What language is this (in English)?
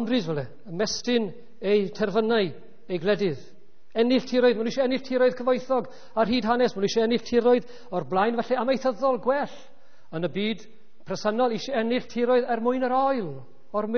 Welsh